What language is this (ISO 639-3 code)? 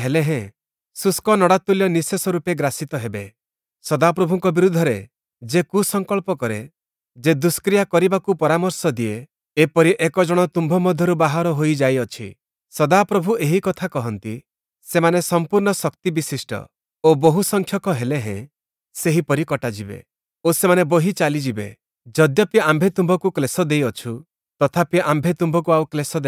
ori